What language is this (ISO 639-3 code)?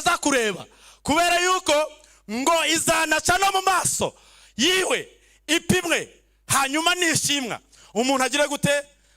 kin